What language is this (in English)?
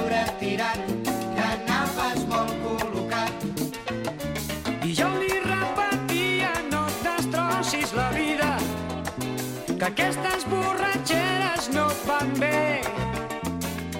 Catalan